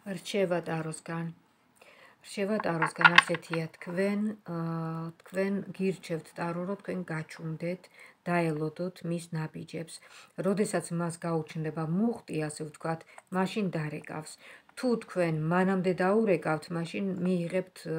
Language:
Georgian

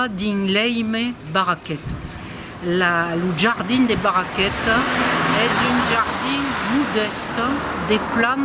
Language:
Occitan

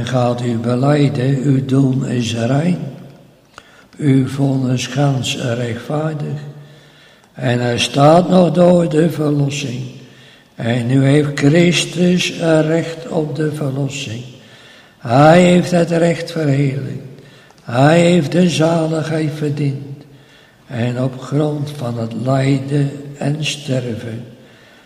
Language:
Dutch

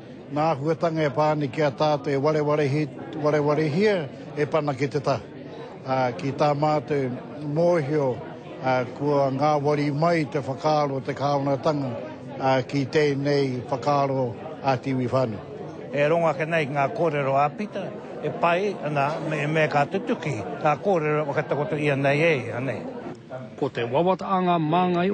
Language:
Māori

